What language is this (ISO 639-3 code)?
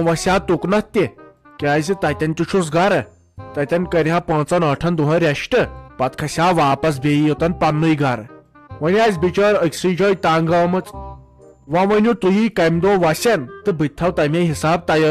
kas